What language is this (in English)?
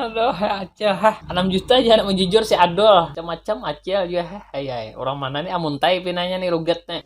Banjar